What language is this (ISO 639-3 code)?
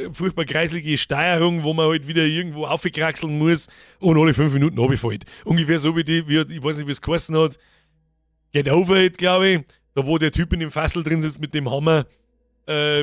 bar